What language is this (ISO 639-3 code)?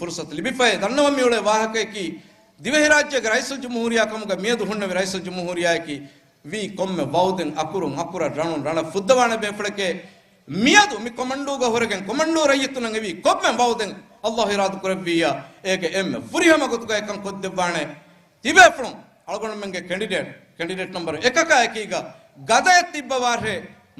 div